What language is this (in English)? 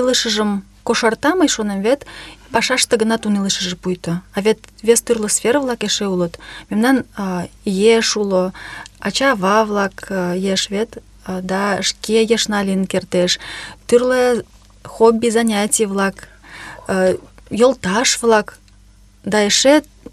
Mari